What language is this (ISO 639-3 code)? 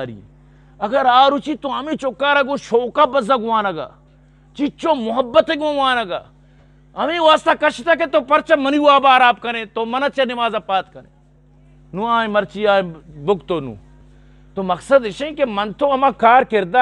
bgp